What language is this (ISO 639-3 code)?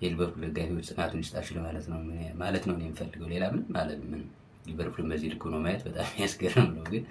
amh